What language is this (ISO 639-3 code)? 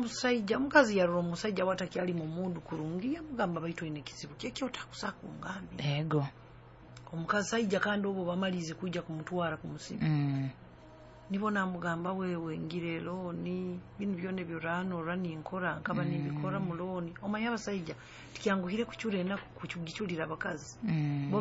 nyo